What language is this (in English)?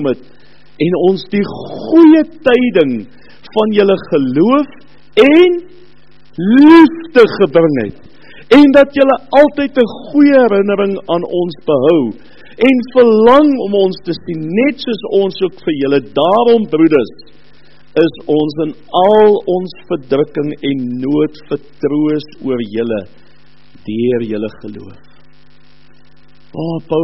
Afrikaans